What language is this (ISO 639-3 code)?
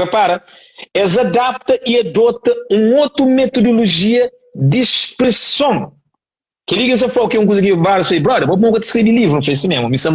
kea